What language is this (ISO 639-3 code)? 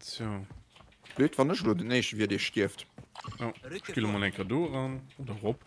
ltz